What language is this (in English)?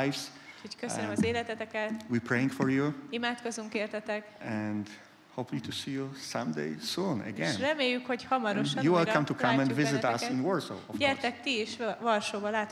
Hungarian